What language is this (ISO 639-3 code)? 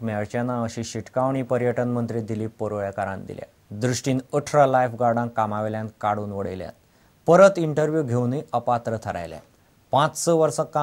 kok